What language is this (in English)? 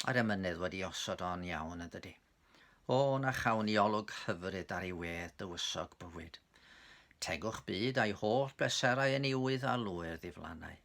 Welsh